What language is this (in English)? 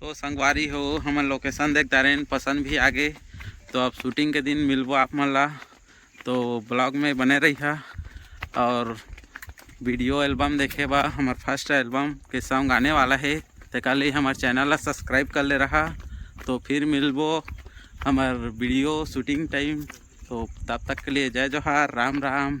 Chhattisgarhi